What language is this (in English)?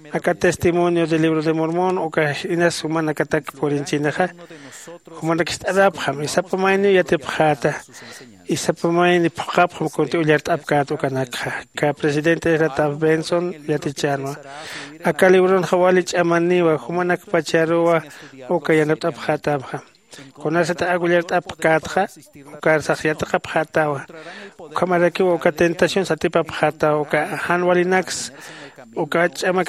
Aymara